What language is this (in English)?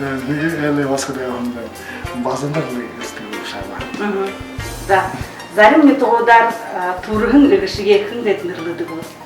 Buriat